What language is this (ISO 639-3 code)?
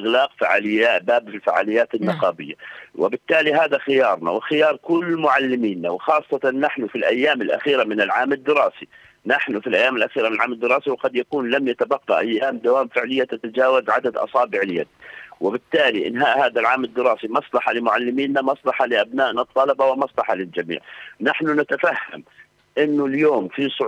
ara